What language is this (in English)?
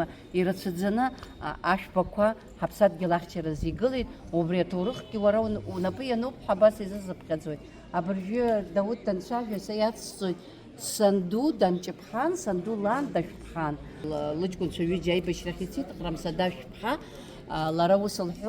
Abkhazian